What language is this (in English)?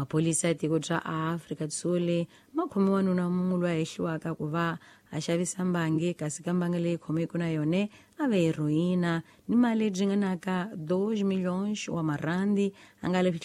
Tsonga